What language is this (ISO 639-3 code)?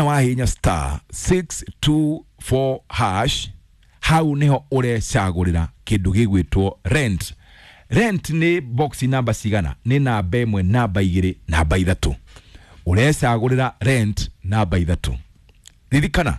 kik